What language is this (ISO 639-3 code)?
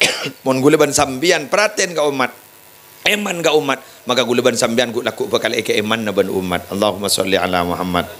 mad